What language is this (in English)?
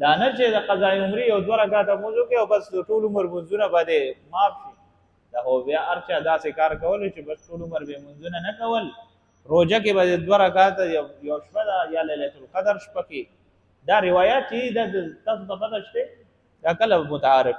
Pashto